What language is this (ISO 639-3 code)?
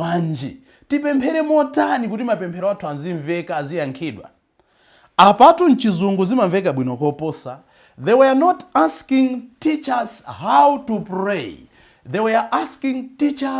nya